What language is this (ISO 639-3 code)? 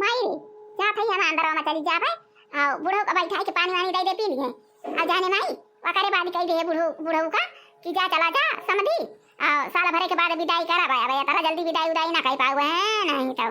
awa